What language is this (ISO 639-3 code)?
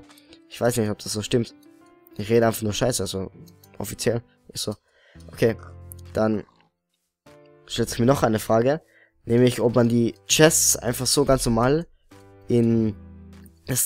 deu